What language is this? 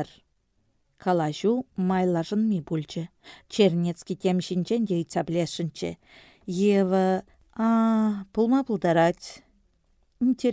Chuvash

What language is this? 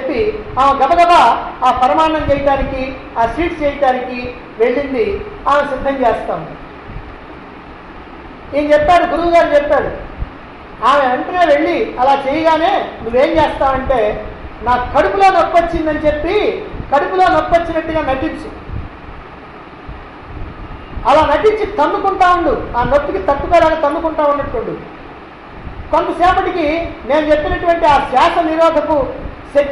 Telugu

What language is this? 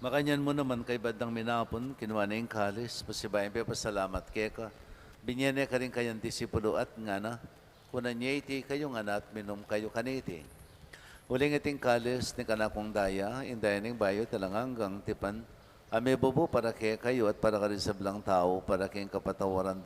Pampanga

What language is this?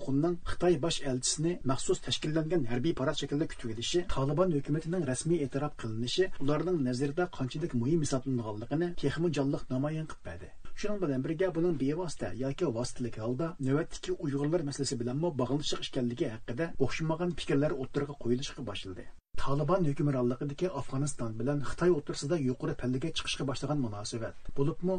Uyghur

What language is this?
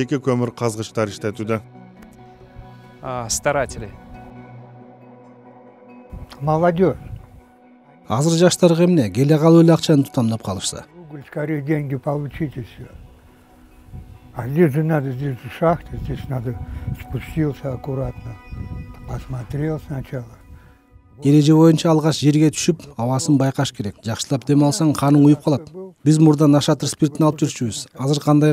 Kyrgyz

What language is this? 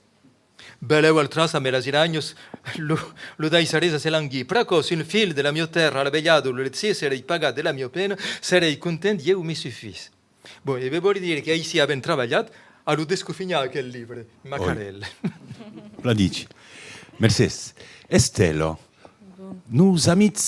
Occitan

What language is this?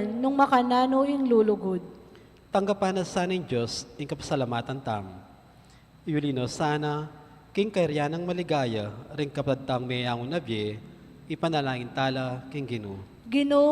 Pampanga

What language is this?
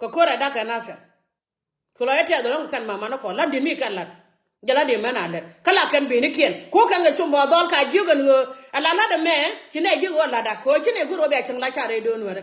Nuer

